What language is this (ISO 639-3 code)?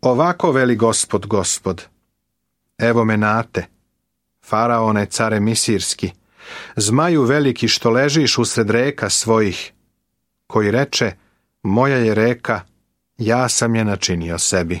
srp